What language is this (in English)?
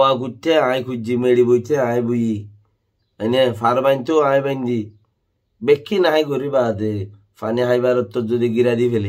Rohingya